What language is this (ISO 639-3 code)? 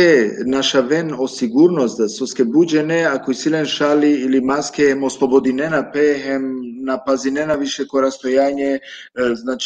rmn